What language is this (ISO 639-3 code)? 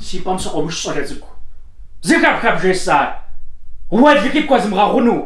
kbd